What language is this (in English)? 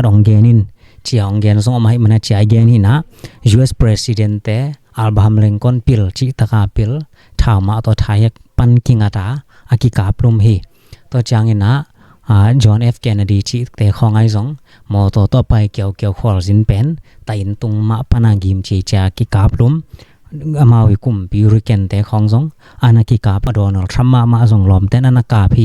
Tedim Chin